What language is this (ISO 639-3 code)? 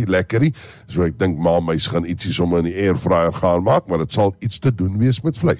afr